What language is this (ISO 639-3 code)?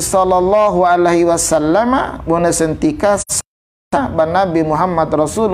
bhp